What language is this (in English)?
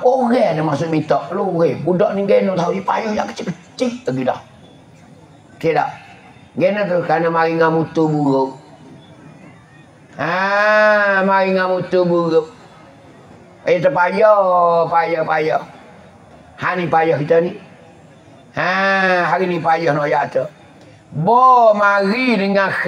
Pattani Malay